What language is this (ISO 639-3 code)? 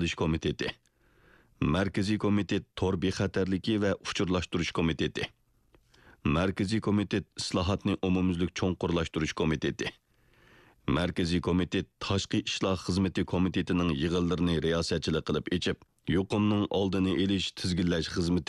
uig